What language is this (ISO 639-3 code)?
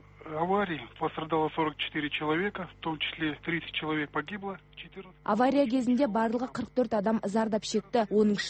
kaz